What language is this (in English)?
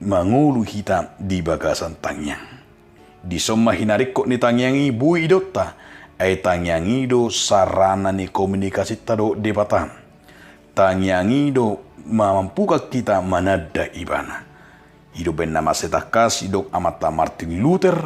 Batak Toba